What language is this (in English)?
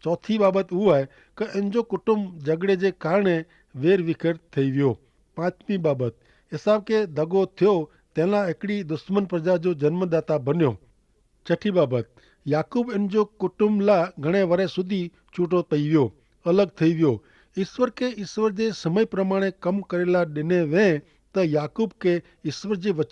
Kachhi